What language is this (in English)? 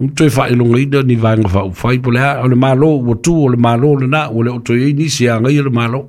Samoan